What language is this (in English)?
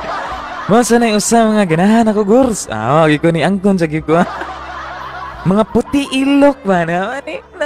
Cebuano